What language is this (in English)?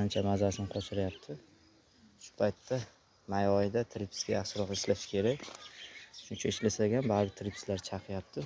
Uzbek